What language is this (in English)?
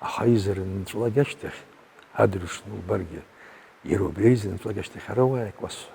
Abkhazian